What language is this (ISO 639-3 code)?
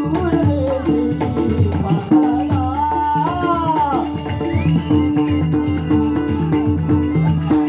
mar